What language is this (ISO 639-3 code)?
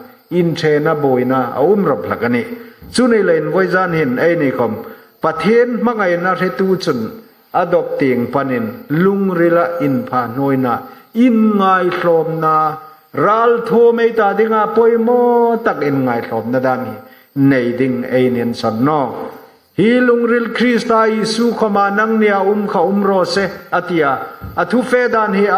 hmr